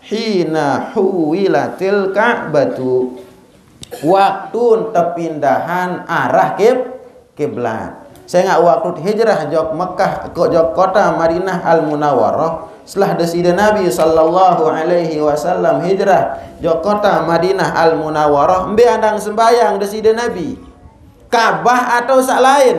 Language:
Sasak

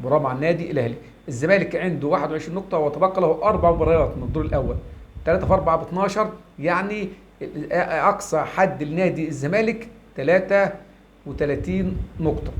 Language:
Egyptian Arabic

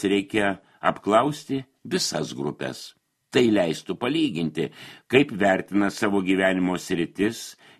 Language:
Lithuanian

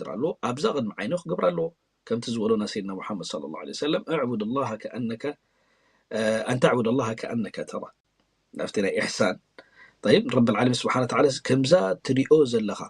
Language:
Tigrinya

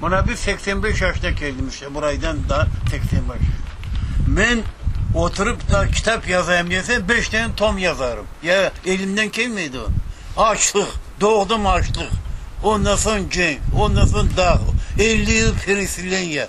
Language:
Crimean Tatar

